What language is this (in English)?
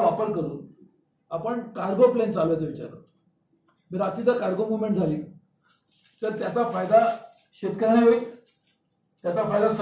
Marathi